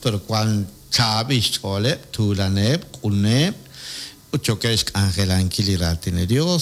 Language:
Kekchí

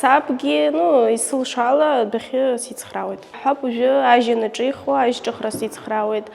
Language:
Abkhazian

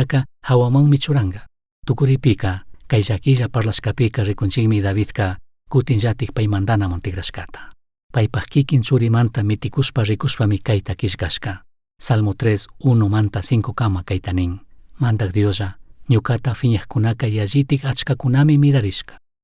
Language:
Chimborazo Highland Quichua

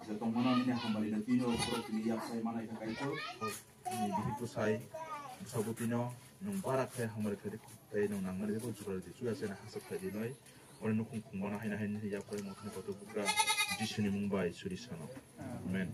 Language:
Kok Borok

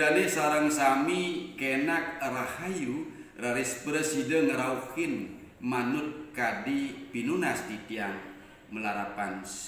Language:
Balinese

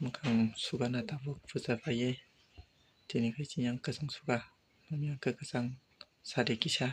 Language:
Kok Borok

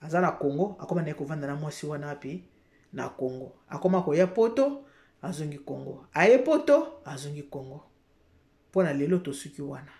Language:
Lingala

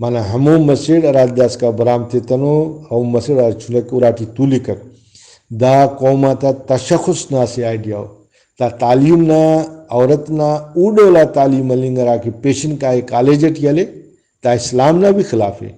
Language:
Brahui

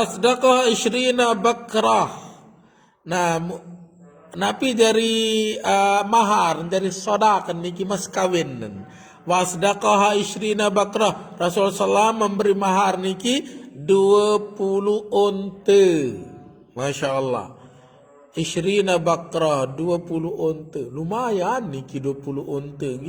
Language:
Sasak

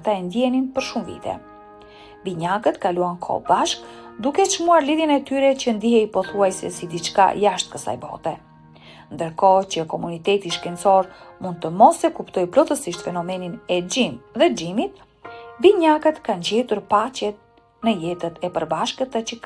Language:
Albanian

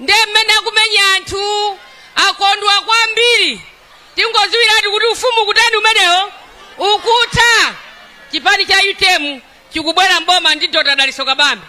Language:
Nyanja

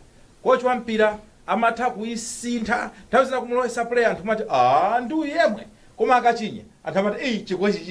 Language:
Nyanja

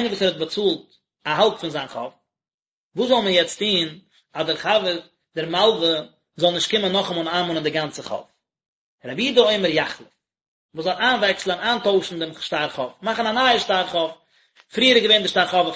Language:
Yiddish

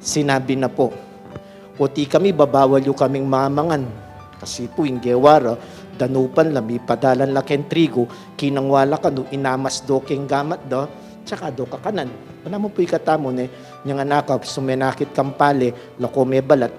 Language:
Pampanga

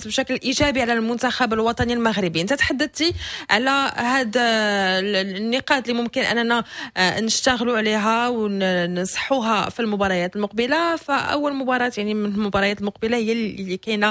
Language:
Moroccan Arabic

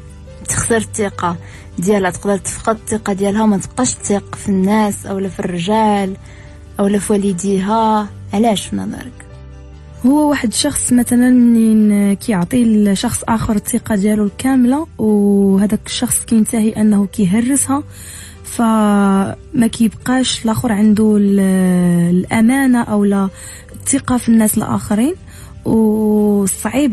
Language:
Moroccan Arabic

